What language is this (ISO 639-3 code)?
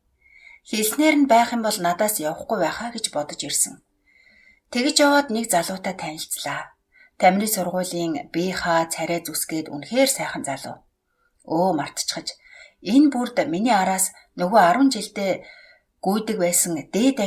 mon